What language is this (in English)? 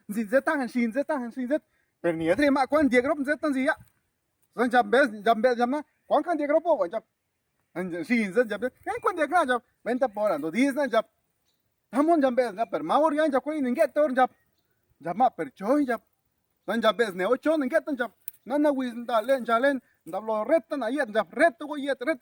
Zapotec